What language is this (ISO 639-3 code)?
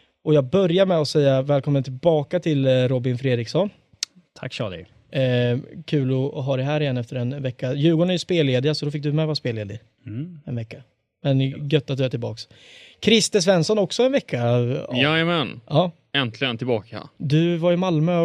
swe